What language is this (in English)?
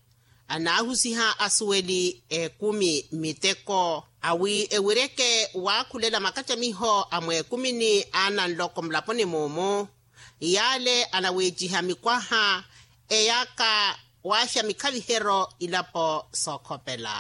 Makhuwa